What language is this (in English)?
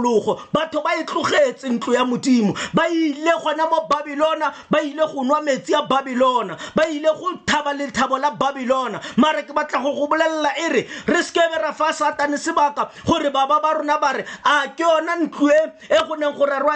Tswana